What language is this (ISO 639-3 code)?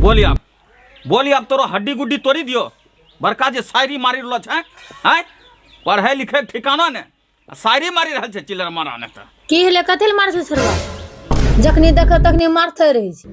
anp